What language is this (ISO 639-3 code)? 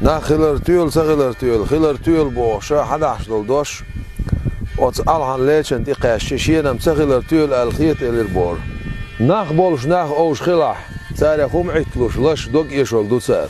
che